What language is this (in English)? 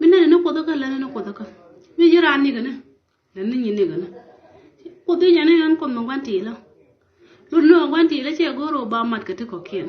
Nuer